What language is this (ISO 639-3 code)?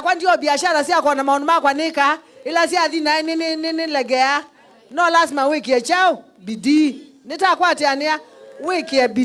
kam